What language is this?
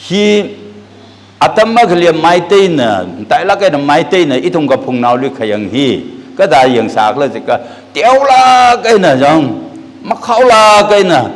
Tangkhul Naga (India)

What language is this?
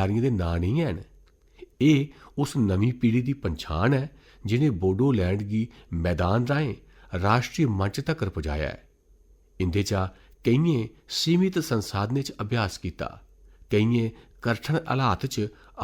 Dogri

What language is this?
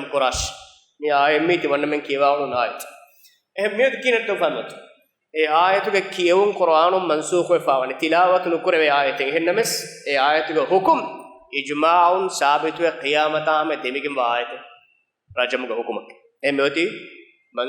Divehi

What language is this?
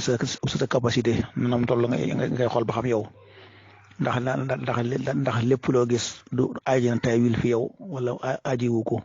Wolof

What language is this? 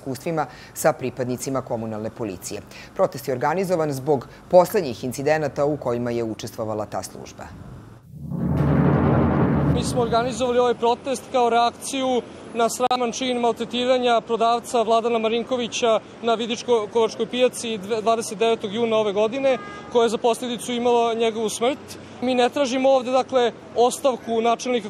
Serbian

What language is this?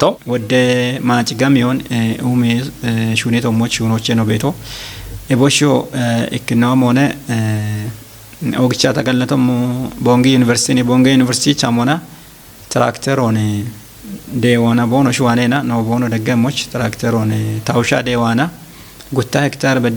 Kafa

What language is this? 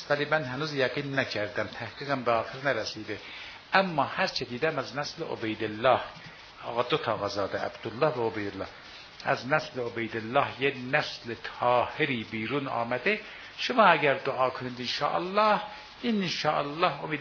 Persian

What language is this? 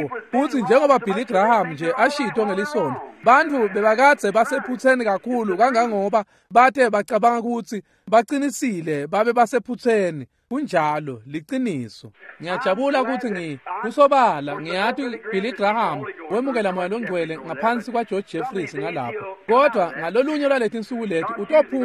Swati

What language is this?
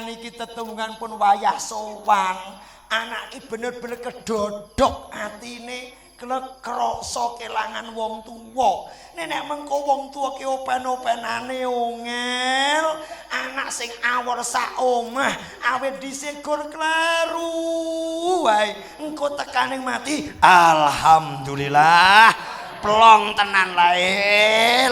Javanese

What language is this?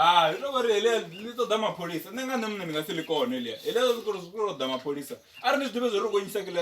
Venda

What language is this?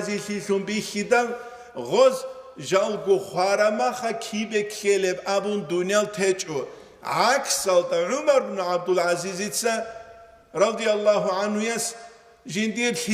Avaric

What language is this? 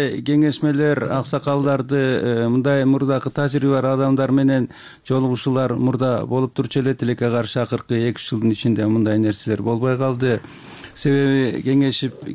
Kyrgyz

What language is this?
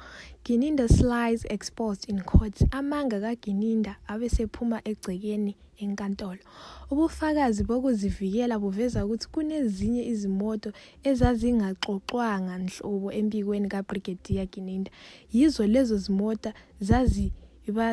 Zulu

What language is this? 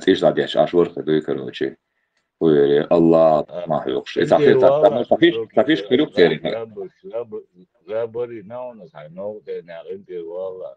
Chechen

